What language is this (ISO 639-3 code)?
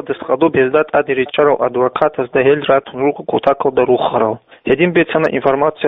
ava